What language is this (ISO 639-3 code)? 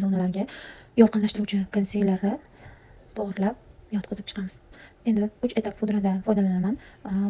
uzb